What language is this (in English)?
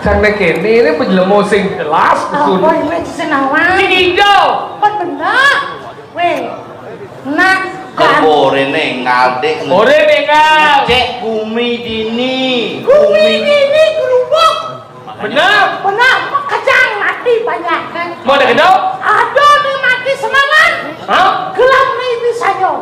Balinese